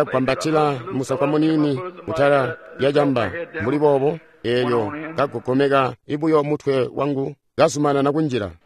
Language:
Tonga (Zambia)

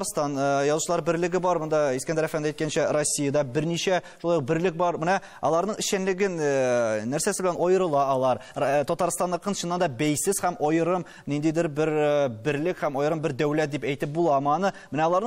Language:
Tatar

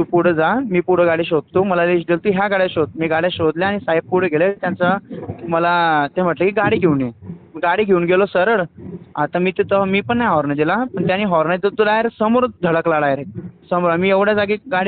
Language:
Marathi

